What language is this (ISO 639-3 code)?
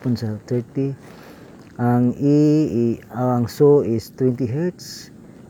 ceb